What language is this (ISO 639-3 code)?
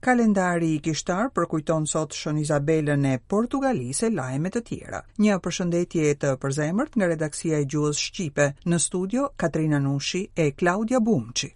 sqi